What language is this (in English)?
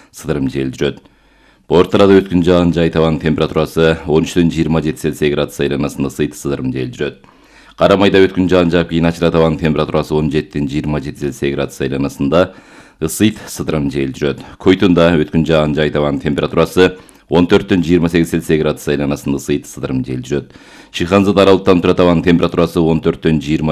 Kyrgyz